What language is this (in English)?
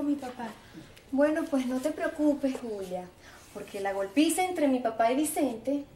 Spanish